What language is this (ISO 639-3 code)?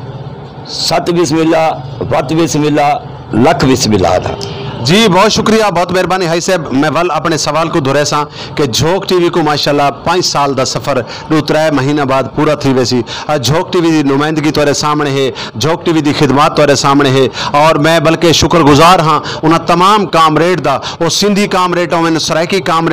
skr